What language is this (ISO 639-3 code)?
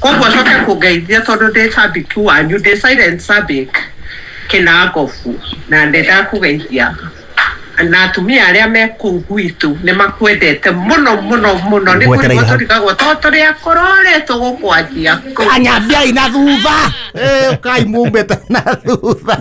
kik